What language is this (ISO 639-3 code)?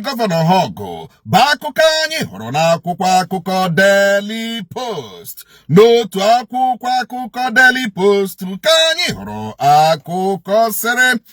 ibo